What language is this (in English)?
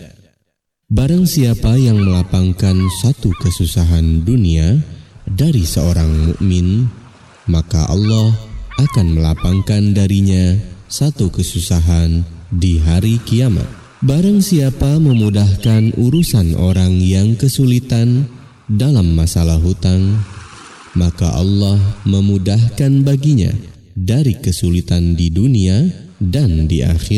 Indonesian